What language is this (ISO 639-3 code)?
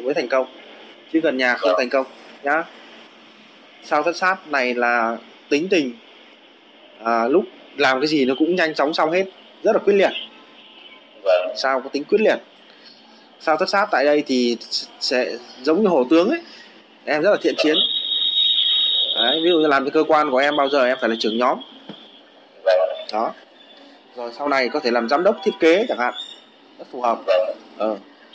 vie